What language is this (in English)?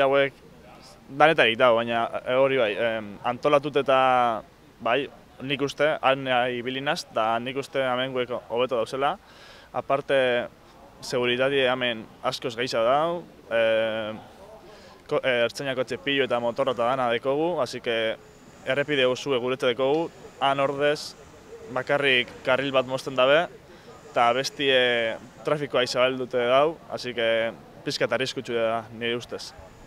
Basque